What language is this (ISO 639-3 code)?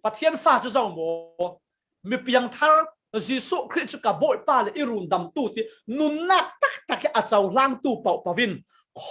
cfm